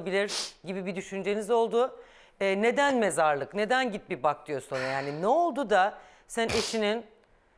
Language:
Turkish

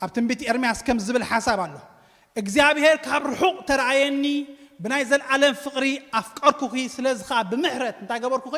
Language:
Tigrinya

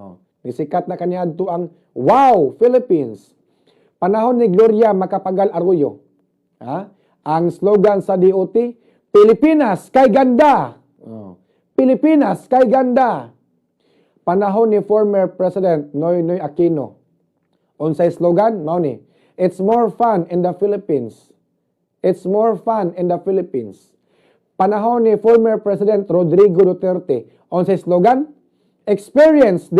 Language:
Cebuano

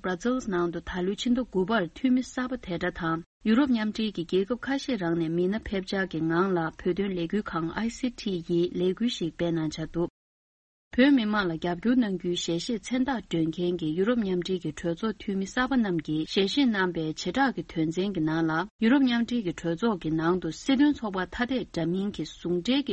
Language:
Tibetan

